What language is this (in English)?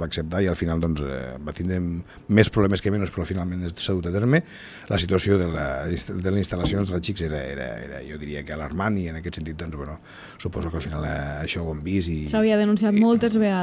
Catalan